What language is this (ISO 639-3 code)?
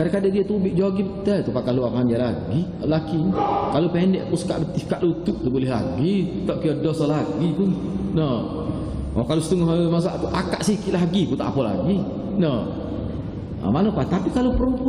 msa